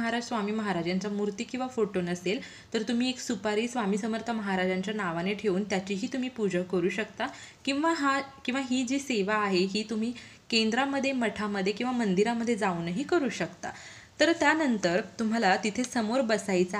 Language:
Marathi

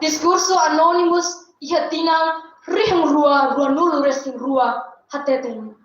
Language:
Tetum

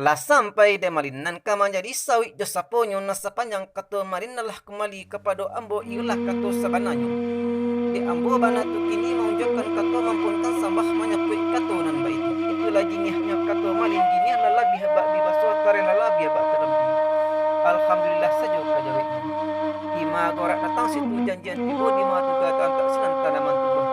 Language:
Minangkabau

